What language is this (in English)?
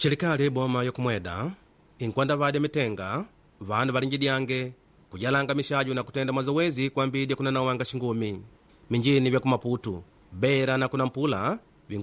Makonde